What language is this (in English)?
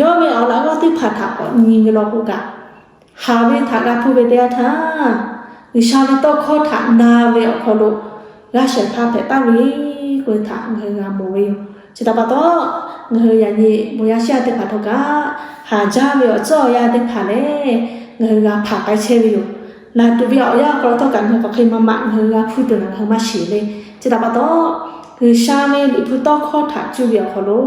Lahu